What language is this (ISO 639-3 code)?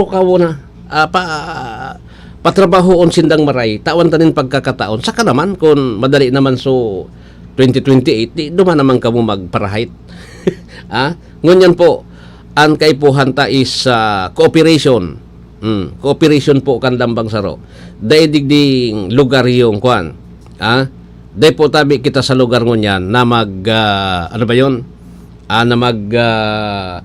bik